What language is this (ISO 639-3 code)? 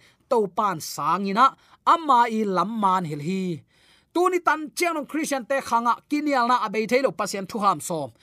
ctd